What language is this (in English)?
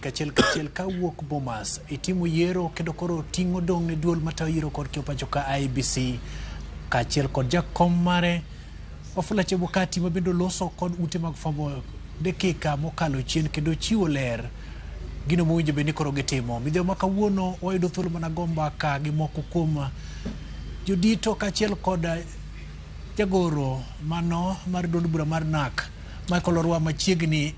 Luo (Kenya and Tanzania)